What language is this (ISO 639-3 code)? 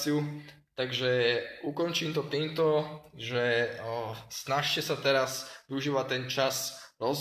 slk